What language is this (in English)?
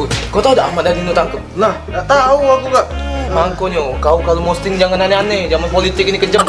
Musi